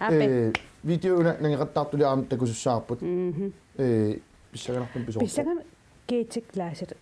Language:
Kalaallisut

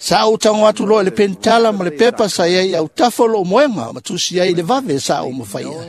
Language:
Samoan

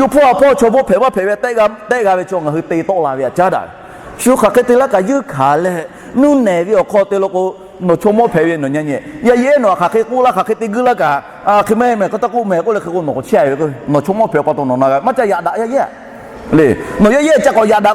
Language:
Lahu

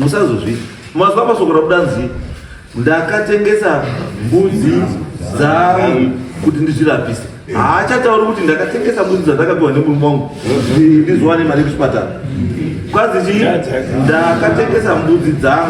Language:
Shona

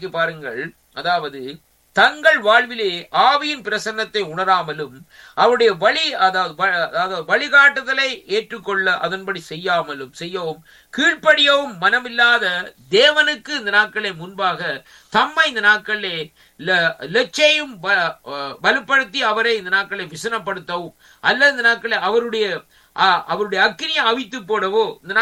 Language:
Tamil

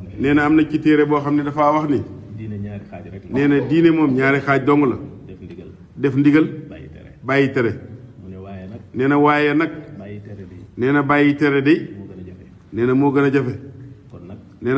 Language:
Wolof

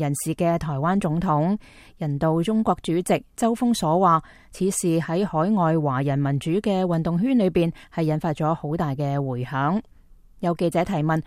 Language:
Cantonese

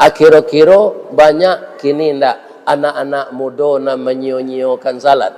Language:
Minangkabau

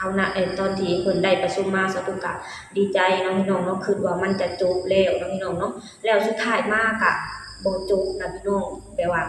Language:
Lao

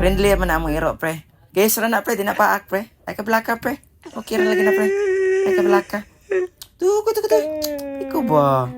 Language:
Cebuano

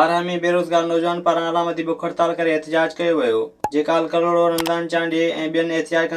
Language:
Sindhi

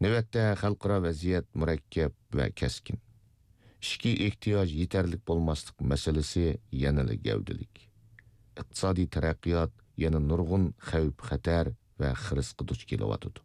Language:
Uyghur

